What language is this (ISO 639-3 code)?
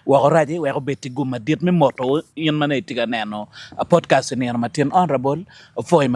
ach